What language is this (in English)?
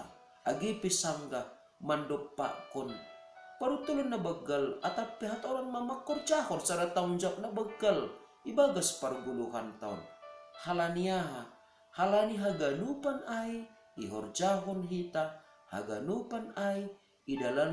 Batak Simalungun